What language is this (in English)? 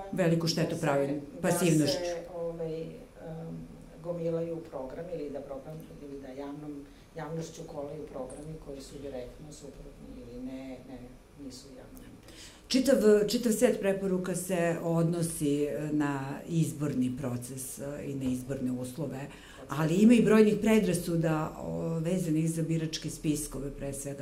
Serbian